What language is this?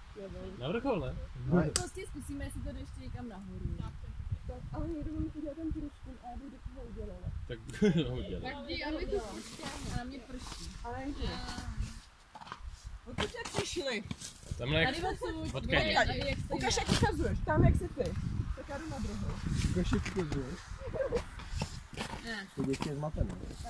Czech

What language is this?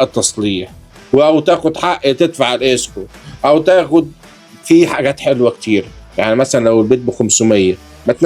Egyptian Arabic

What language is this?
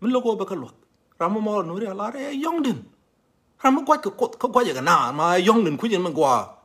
Nuer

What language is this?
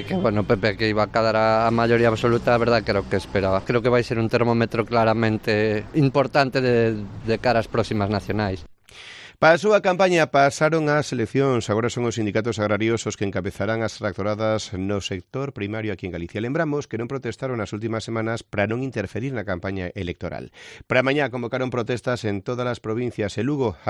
Galician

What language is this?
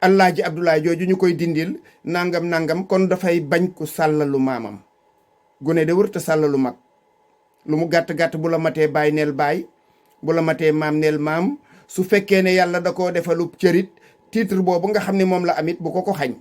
Wolof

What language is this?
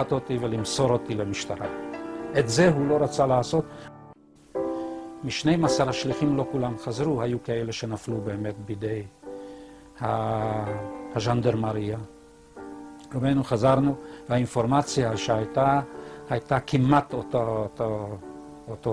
Hebrew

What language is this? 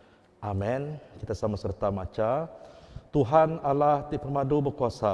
Iban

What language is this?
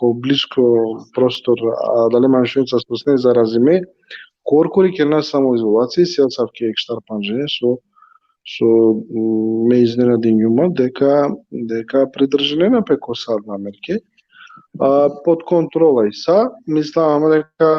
Balkan Romani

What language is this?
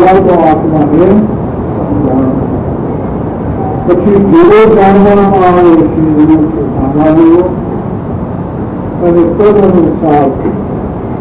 Gujarati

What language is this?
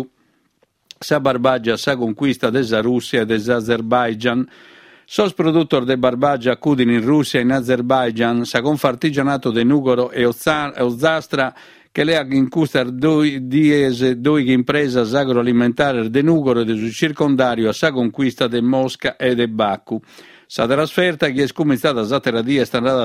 Sardinian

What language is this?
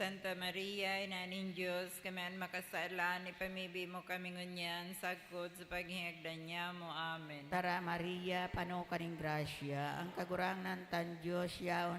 Bikol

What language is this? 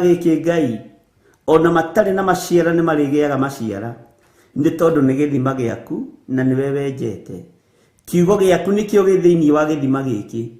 Kikuyu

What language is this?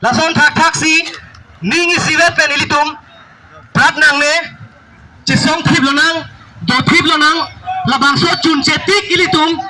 Karbi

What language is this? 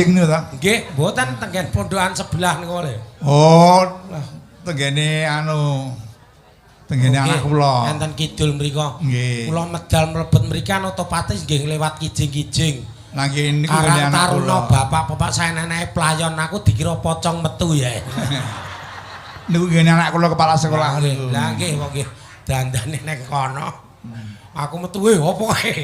Javanese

